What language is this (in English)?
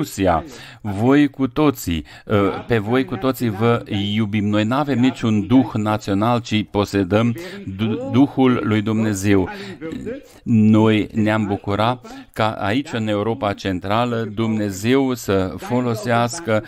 Romanian